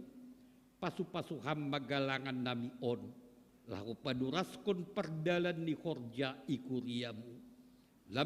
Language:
Batak Simalungun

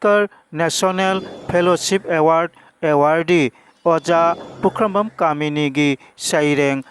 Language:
Manipuri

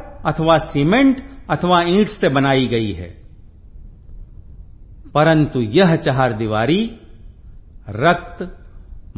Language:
Hindi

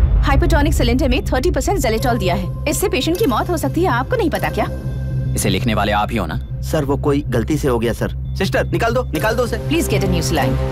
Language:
Hindi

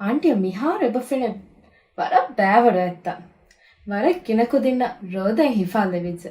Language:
Divehi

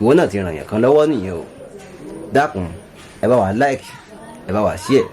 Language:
Yoruba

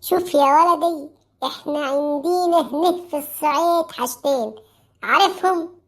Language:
Egyptian Arabic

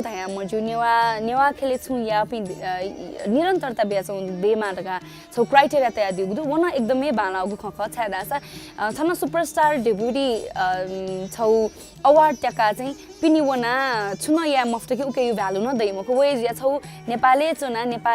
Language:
Newari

